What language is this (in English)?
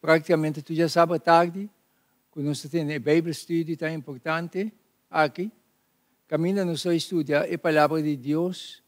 Papiamento